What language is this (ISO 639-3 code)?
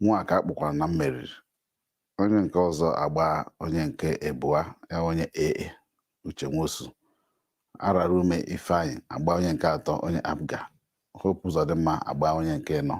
ibo